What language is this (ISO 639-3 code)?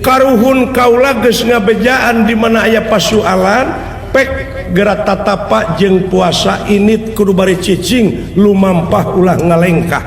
sun